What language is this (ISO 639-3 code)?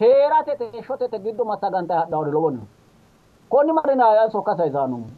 sid